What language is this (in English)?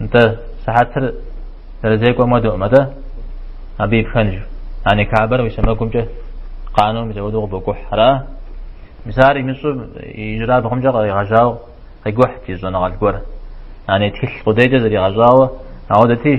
Kabardian